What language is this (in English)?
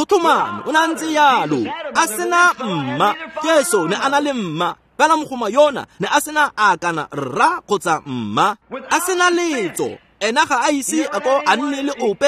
Tswana